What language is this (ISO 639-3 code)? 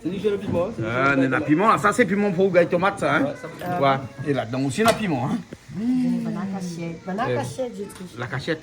rcf